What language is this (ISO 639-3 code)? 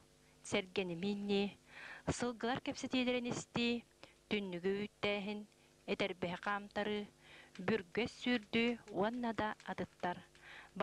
sah